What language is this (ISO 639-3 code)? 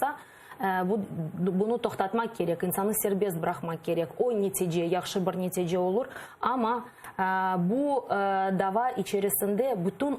crh